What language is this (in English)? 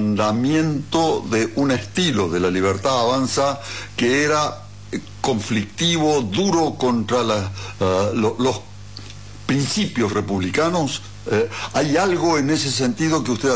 Spanish